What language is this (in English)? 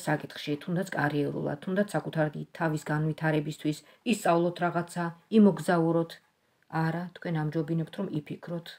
Georgian